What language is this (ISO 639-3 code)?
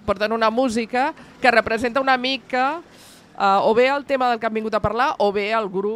cat